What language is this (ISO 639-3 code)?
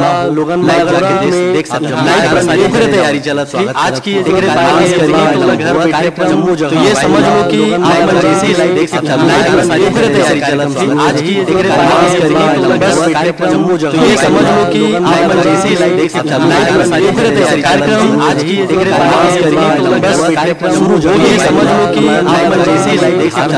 hne